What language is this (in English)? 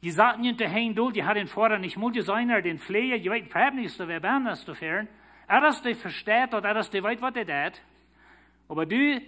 Plautdietsch